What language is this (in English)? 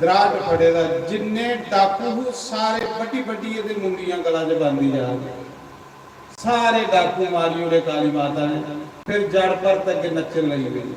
Dogri